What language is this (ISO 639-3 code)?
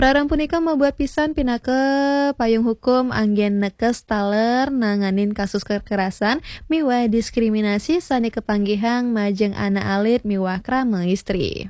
ban